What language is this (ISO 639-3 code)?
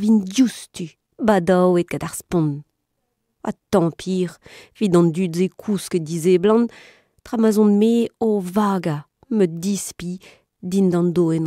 bre